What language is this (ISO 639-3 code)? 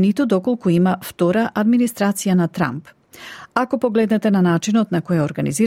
mkd